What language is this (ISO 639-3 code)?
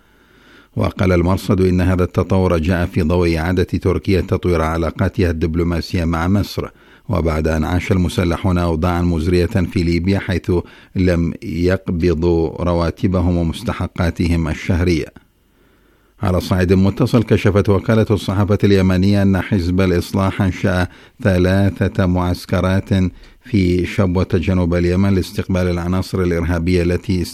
ara